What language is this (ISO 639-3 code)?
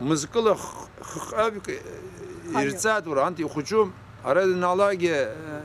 abk